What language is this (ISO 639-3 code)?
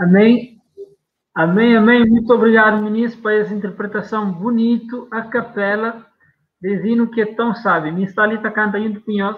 kea